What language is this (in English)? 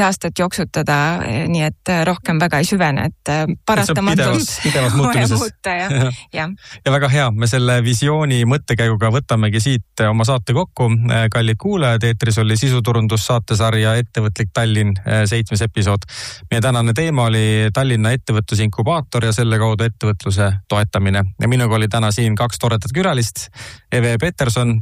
Estonian